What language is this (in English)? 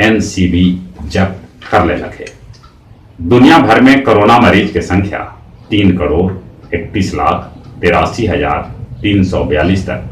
Magahi